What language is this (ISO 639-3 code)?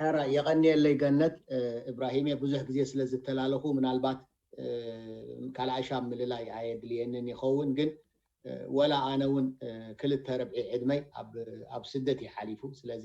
tir